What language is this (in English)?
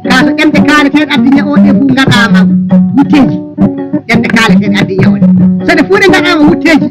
Fula